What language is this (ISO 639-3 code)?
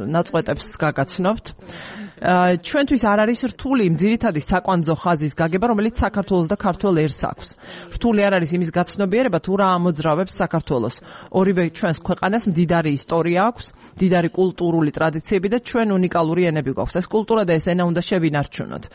kat